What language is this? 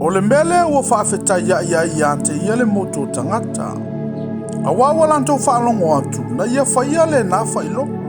Samoan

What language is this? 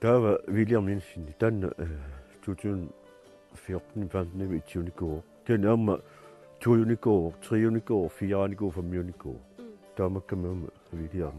Kalaallisut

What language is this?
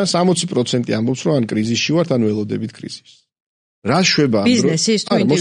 Georgian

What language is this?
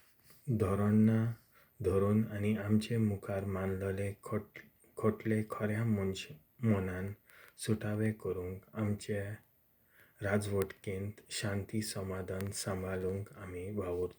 Konkani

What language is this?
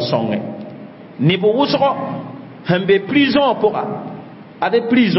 Mossi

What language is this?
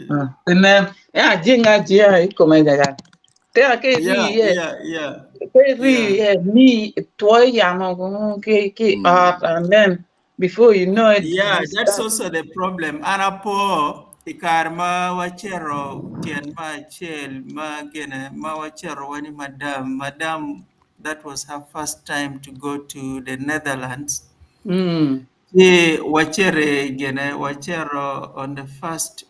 Acoli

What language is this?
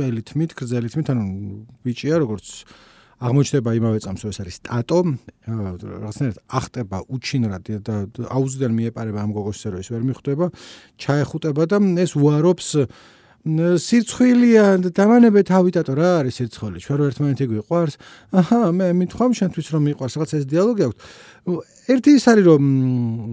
Georgian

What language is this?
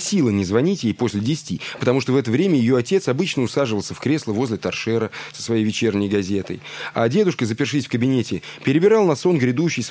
Russian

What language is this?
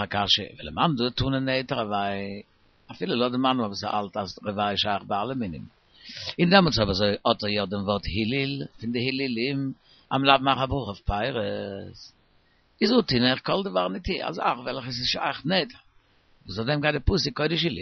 Yiddish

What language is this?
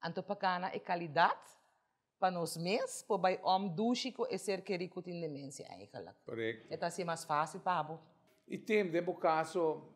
Papiamento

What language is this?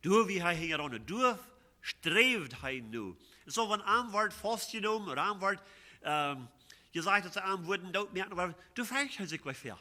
Plautdietsch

